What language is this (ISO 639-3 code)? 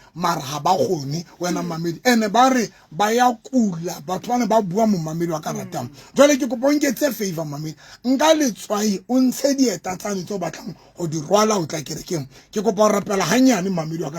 sot